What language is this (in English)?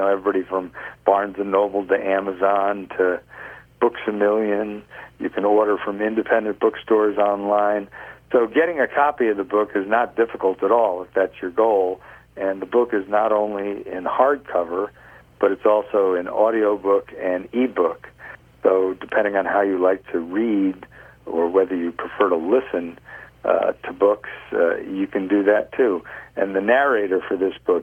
English